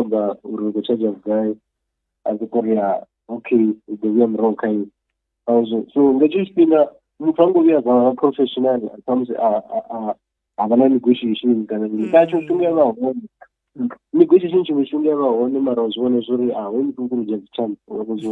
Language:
Venda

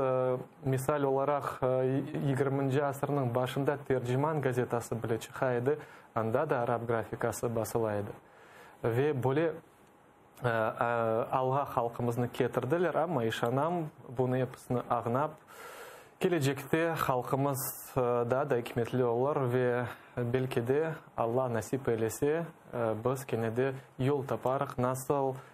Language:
Crimean Tatar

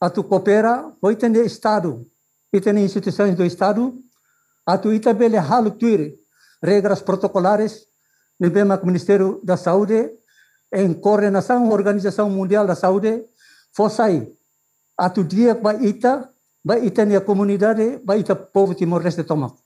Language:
Tetum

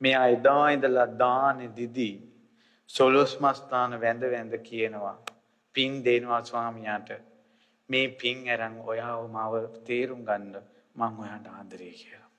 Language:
Sinhala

